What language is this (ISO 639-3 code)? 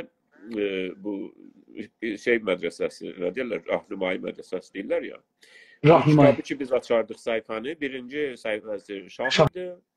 azb